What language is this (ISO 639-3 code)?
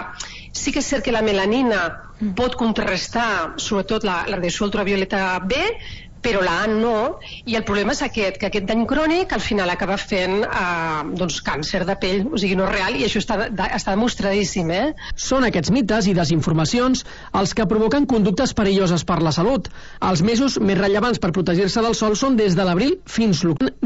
cat